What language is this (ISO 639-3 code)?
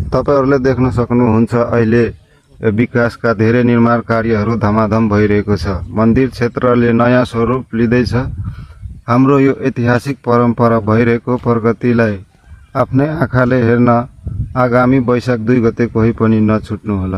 nep